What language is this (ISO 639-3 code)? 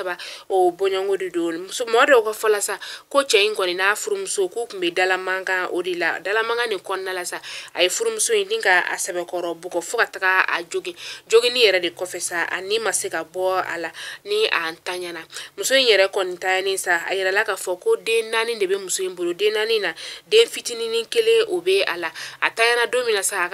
bam